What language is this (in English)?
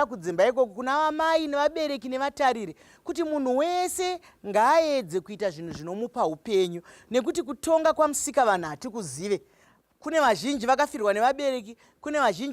Shona